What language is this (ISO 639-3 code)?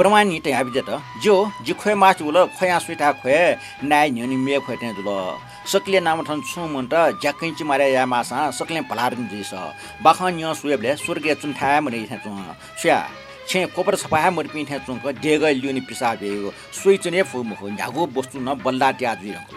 new